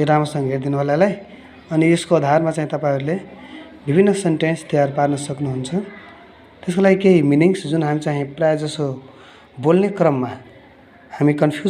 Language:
Nepali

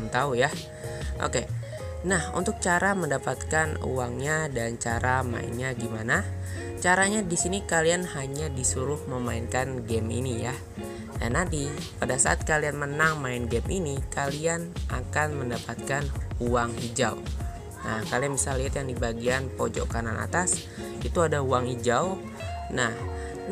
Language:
Indonesian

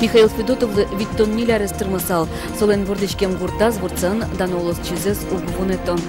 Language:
Udmurt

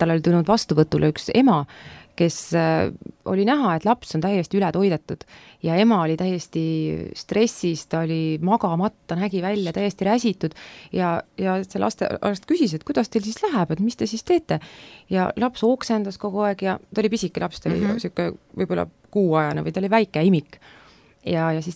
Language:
Estonian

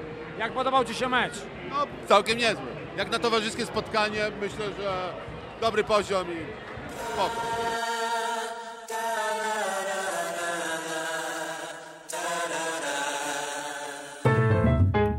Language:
Polish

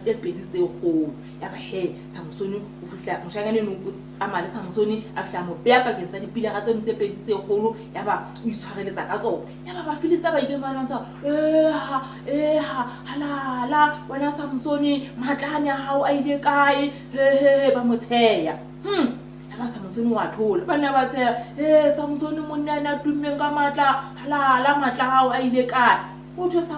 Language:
Southern Sotho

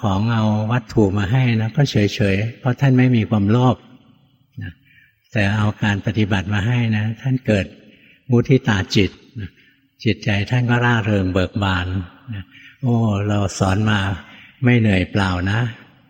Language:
Thai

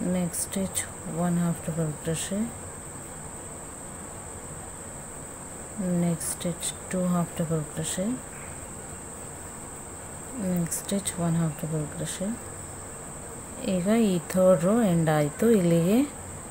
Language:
Kannada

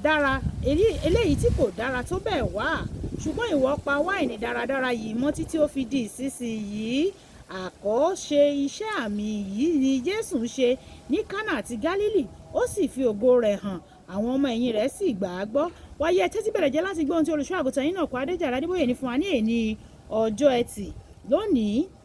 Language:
Yoruba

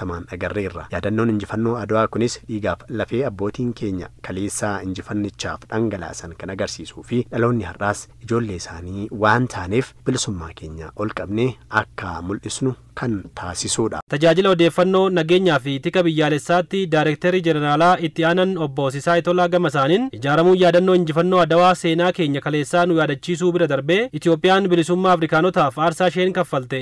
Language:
Oromo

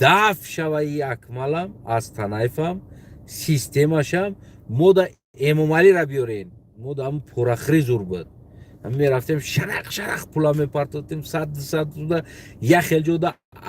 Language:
Tajik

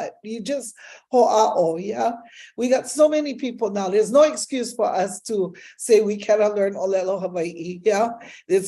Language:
Hawaiian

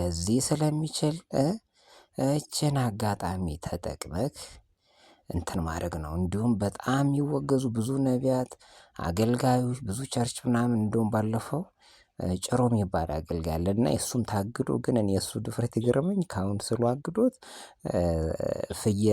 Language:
Amharic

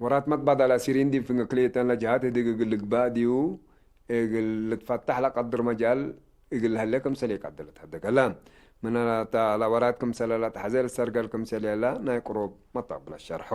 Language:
Tigre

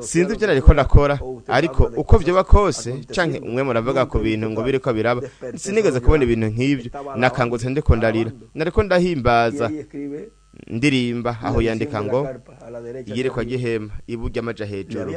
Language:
Rundi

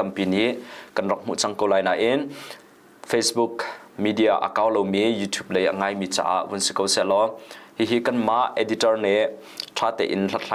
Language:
Hakha Chin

